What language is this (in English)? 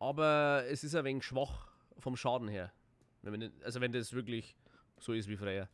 Bavarian